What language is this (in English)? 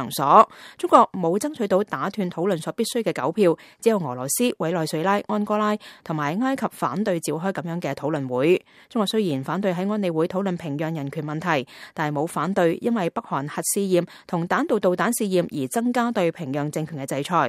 Cantonese